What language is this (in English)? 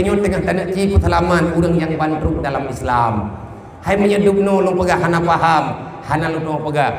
Achinese